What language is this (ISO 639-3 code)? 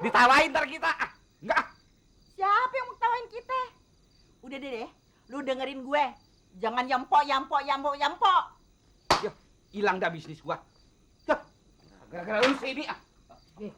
bew